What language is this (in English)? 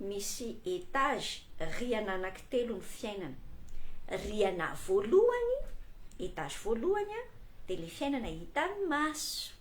Malagasy